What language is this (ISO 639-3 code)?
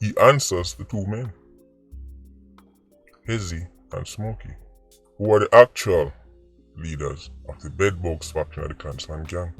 jam